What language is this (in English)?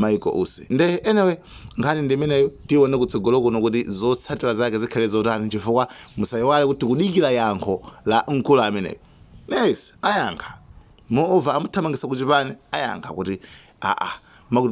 Nyanja